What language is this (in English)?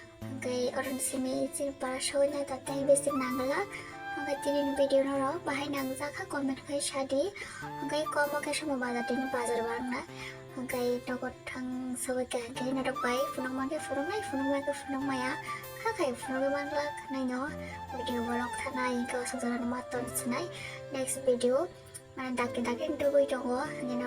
Kok Borok